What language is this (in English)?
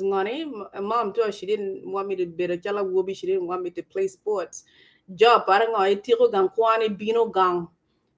Acoli